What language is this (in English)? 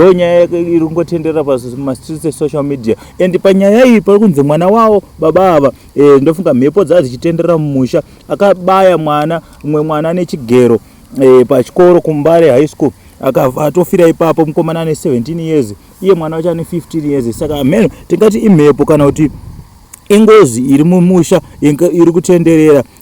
Shona